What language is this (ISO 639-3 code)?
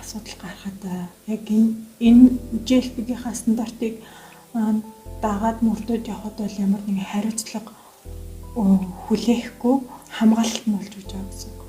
mon